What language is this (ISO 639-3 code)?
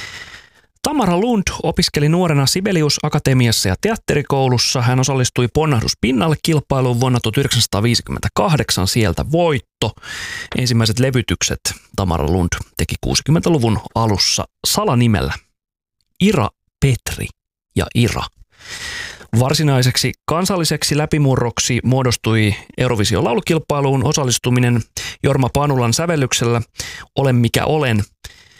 fin